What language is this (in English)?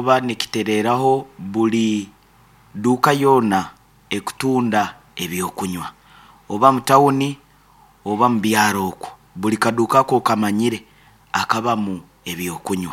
Nyankole